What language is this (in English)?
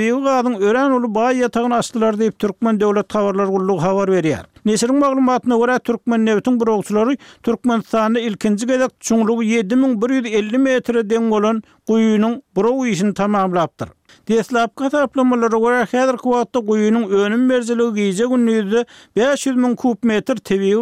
Turkmen